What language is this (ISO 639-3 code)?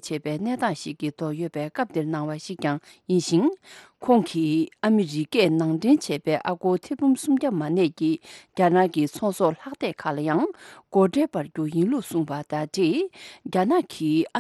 bod